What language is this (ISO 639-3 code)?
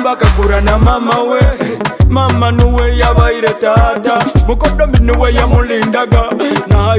nyo